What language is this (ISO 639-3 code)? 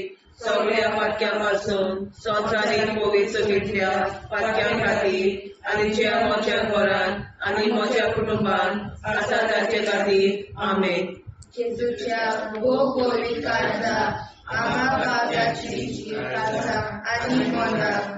kok